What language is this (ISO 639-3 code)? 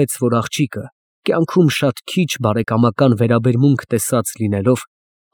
hye